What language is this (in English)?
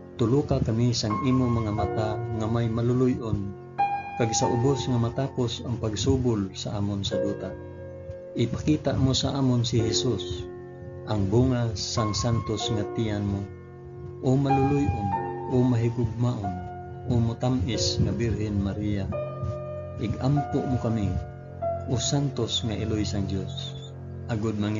Hiligaynon